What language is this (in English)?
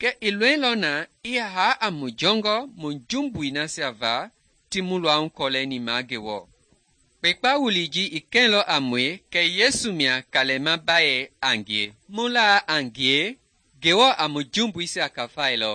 Mende